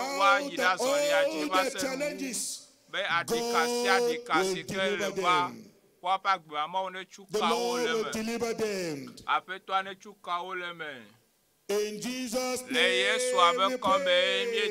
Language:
Ewe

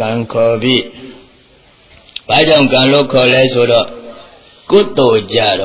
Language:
Burmese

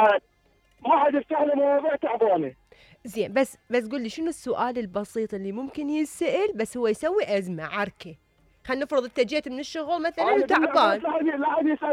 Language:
Mesopotamian Arabic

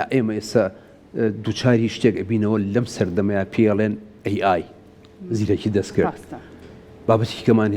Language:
Central Kurdish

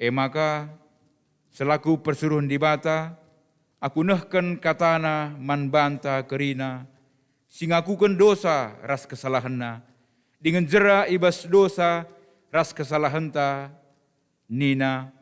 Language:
Batak Karo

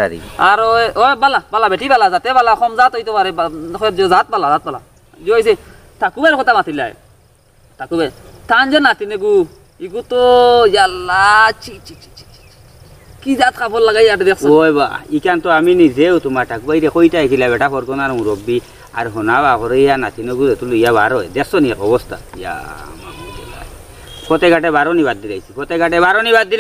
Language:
Sylheti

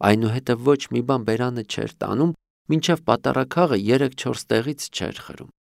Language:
Armenian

